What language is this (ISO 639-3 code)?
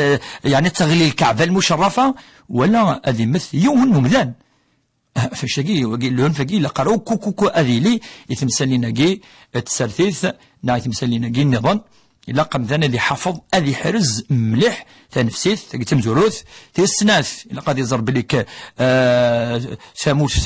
kab